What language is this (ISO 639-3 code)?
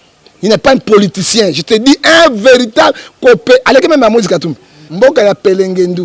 lin